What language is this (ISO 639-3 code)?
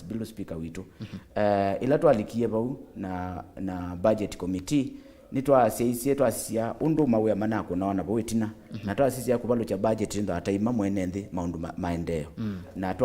kam